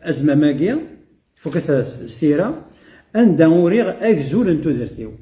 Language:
Kabyle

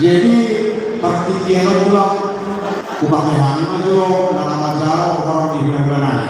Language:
Batak Toba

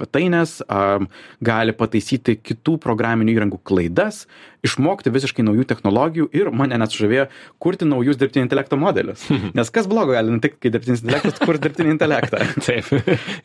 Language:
Lithuanian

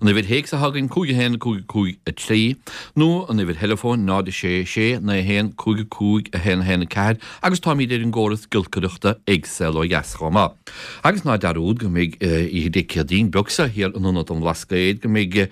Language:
Irish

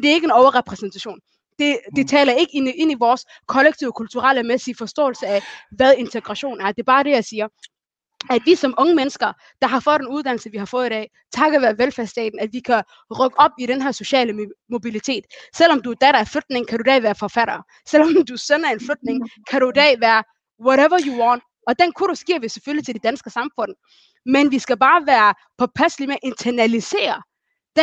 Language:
Danish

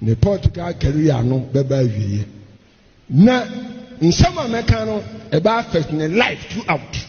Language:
Akan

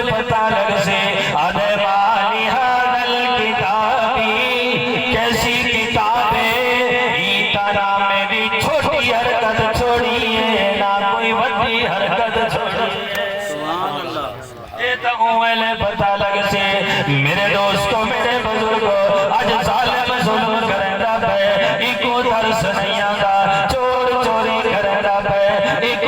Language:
Saraiki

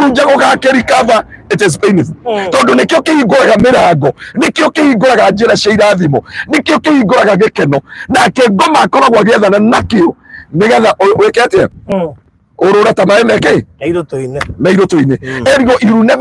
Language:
Kikuyu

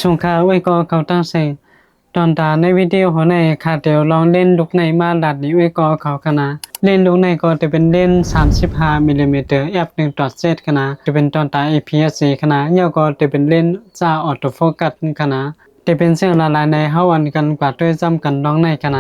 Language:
Shan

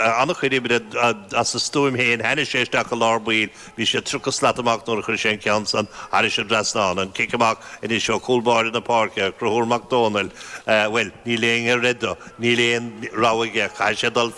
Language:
Irish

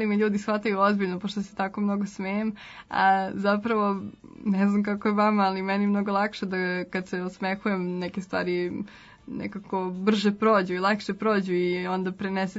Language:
Serbian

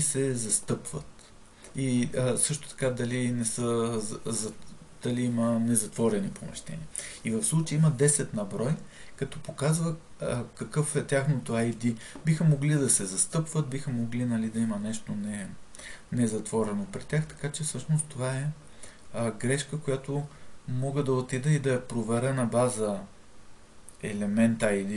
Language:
Bulgarian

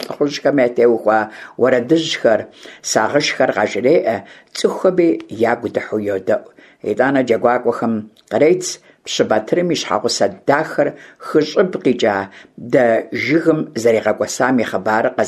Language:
Kabardian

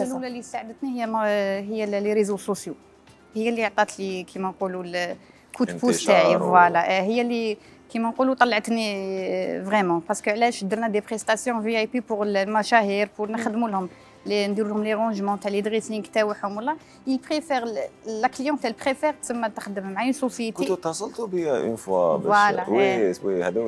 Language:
Algerian Arabic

